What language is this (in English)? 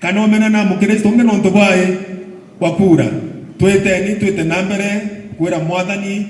Meru